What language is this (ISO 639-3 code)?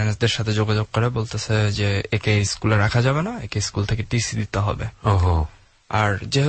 ben